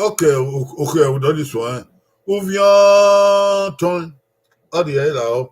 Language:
Bini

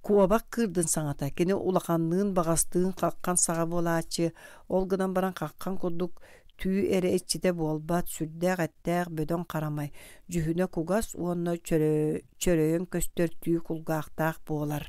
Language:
Yakut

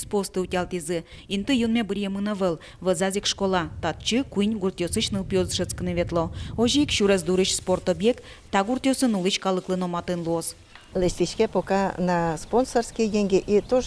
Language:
Udmurt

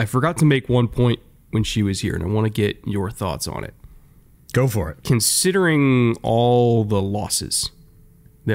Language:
English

